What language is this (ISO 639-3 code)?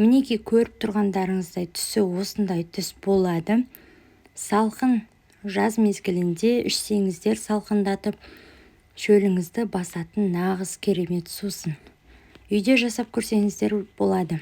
kaz